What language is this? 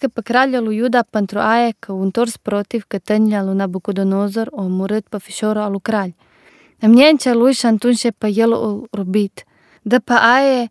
Romanian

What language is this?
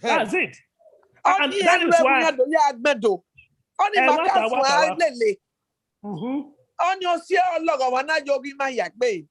Bini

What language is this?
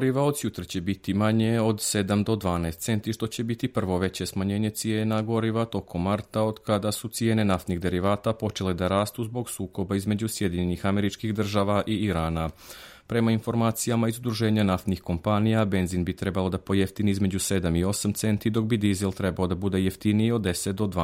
Serbian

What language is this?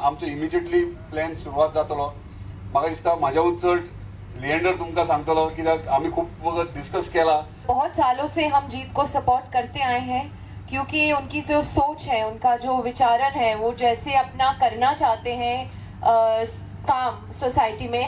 Konkani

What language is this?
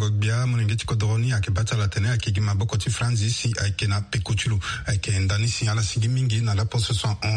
Sango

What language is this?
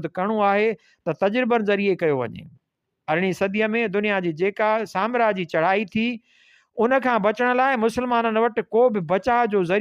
Sindhi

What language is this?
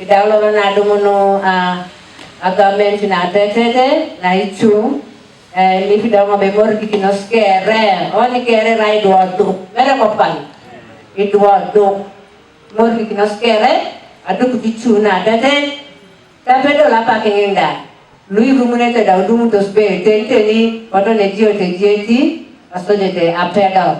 Teso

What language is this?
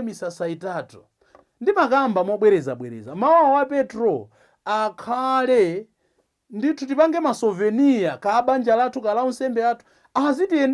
Nyanja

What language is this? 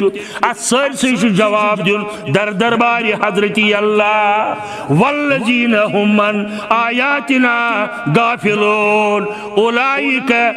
Kashmiri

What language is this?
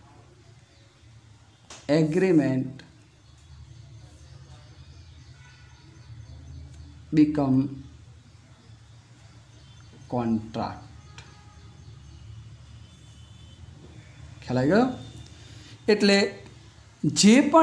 Gujarati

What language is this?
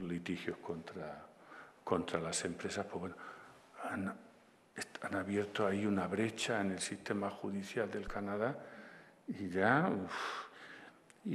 Spanish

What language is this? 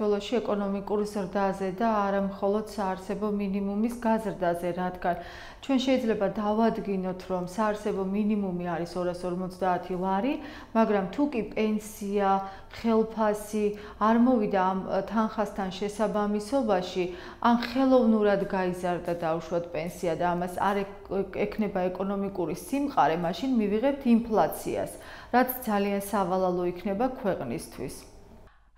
Georgian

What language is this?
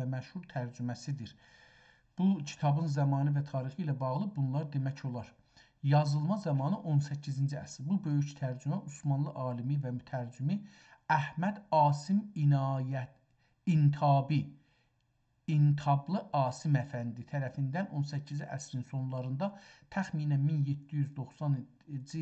South Azerbaijani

